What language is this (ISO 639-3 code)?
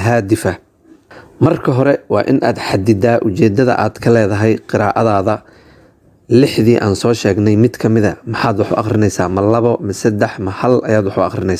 som